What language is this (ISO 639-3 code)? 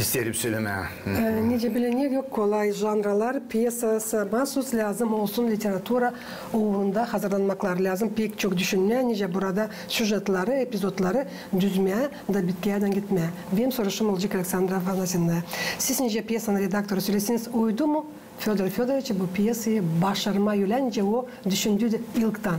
gag